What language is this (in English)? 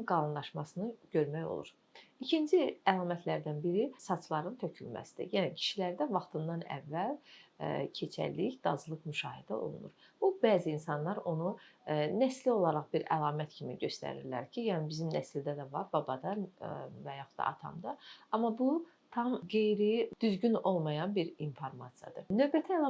Azerbaijani